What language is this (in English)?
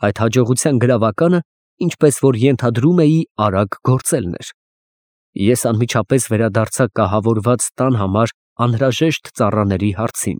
Armenian